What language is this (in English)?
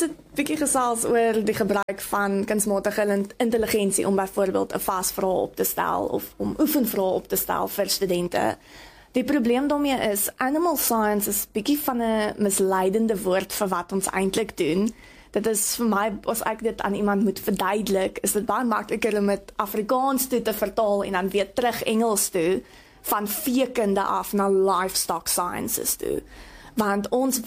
Afrikaans